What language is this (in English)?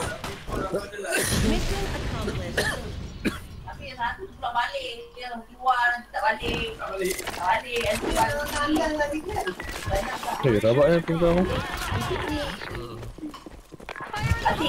Malay